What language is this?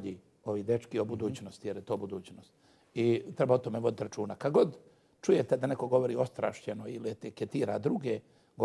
Croatian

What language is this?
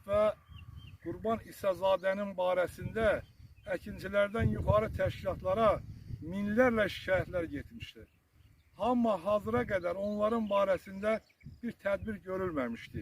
Azerbaijani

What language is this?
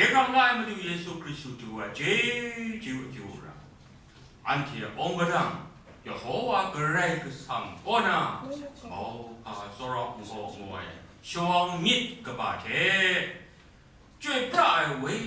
Kachin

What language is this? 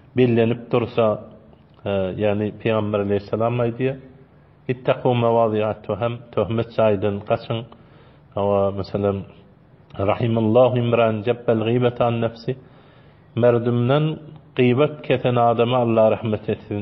Turkmen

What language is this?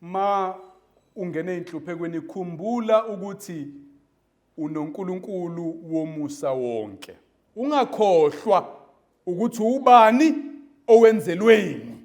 Zulu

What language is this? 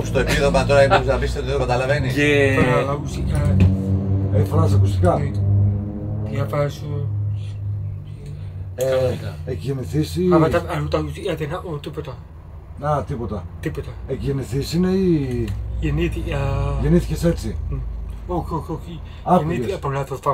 Greek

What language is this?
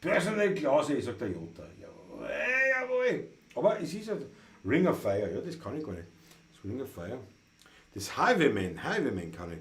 Bavarian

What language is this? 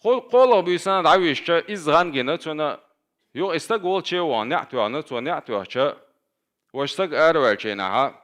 Chechen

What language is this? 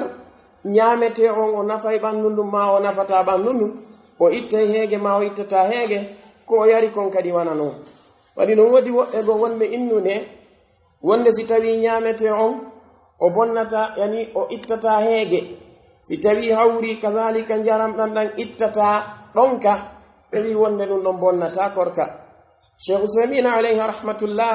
Pular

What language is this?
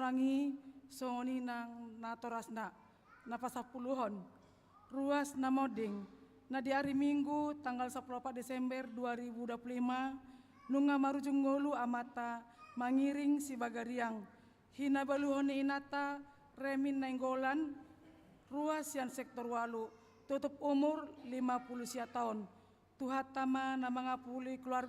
Batak Toba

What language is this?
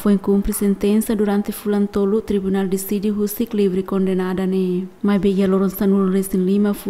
Tetum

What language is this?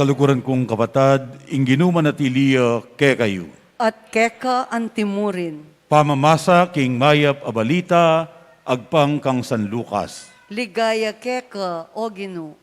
Pampanga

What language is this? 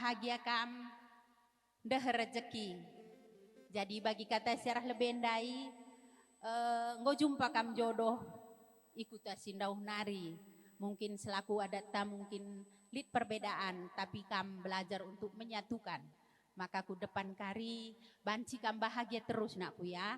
Batak Karo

